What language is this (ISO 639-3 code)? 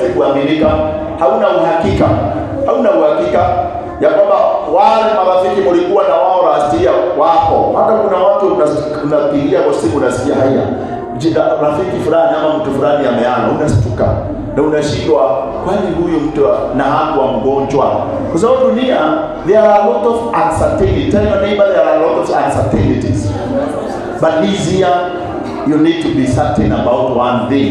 swa